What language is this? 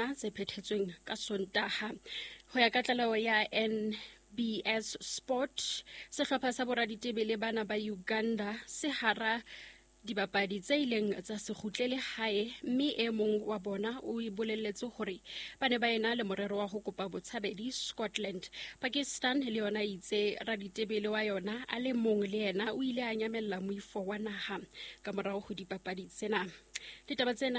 Southern Sotho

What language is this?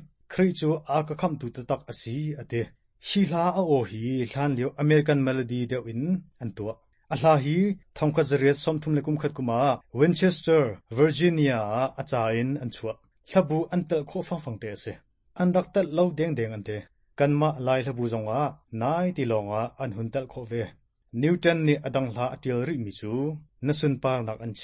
Hakha Chin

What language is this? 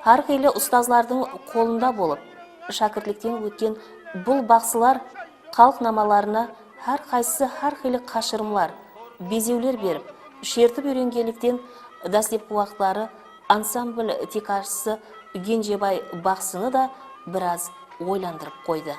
Kara-Kalpak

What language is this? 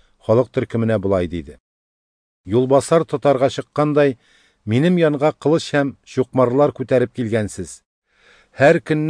Tatar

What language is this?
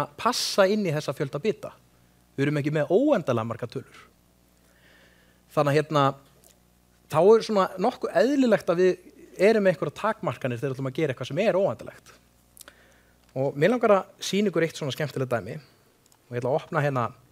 Icelandic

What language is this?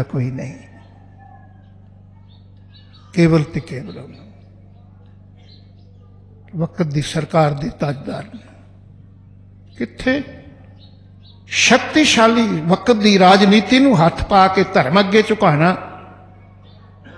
Punjabi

